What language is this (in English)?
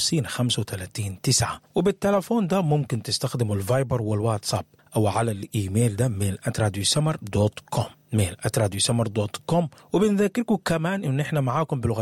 Sudanese Arabic